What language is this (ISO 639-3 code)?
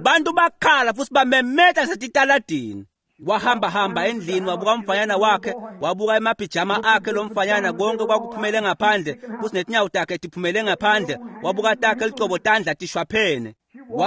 ssw